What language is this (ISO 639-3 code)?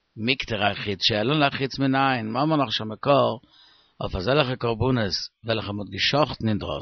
yid